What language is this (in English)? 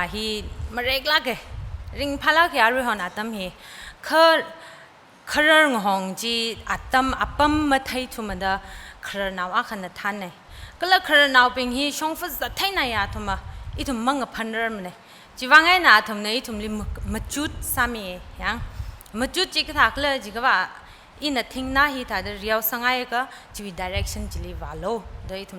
Tangkhul Naga (India)